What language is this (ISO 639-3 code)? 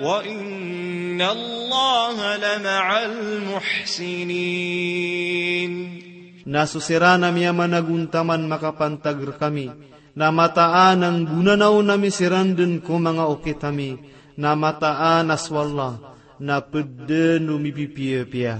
mrw